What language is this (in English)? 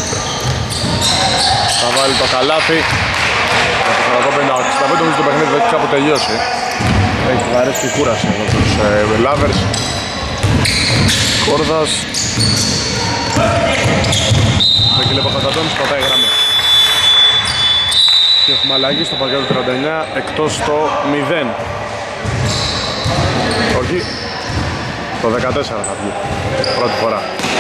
Greek